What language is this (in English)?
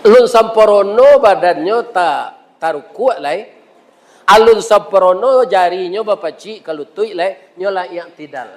Minangkabau